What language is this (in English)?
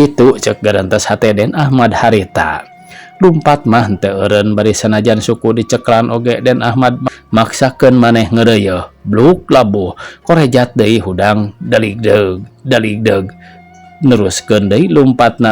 Sundanese